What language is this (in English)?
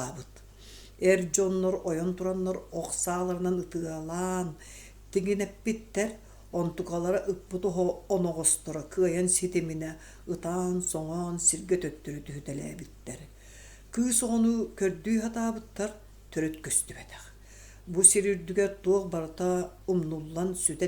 Yakut